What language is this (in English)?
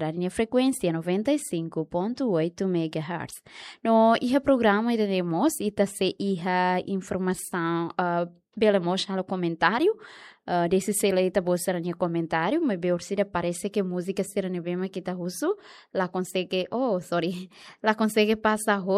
Tetum